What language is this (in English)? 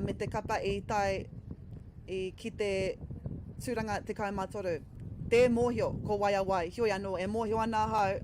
Māori